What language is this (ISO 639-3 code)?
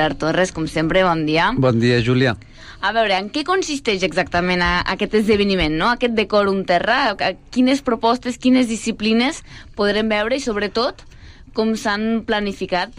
cat